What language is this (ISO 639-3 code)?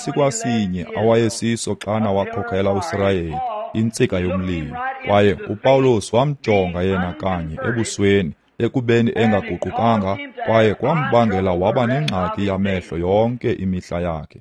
xho